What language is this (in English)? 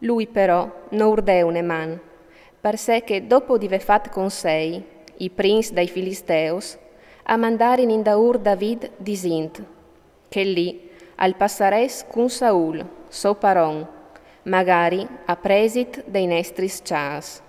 Friulian